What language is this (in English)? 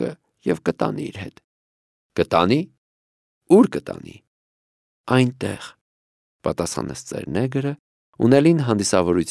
Armenian